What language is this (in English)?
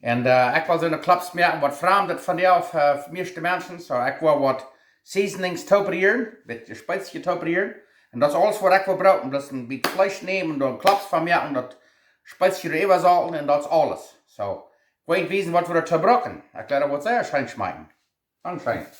Plautdietsch